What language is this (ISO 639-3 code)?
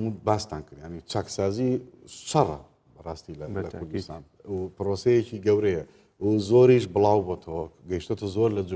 ckb